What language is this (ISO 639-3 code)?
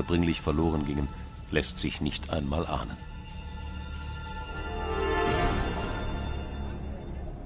deu